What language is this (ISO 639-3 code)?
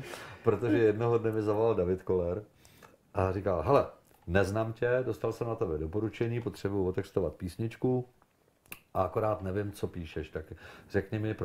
ces